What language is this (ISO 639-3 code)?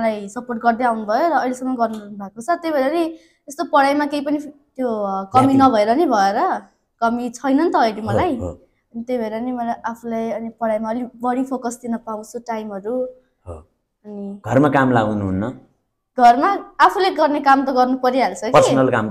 nep